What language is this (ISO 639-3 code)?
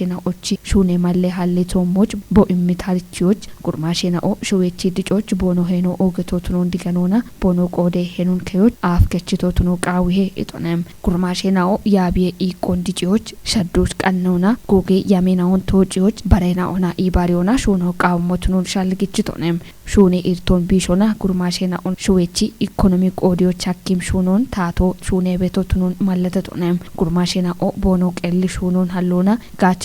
kbr